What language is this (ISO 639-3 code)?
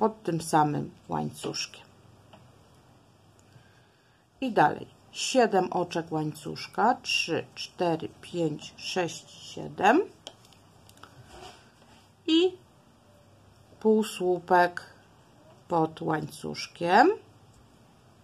pol